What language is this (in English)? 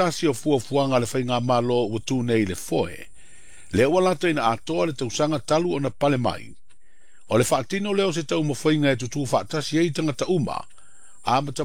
Samoan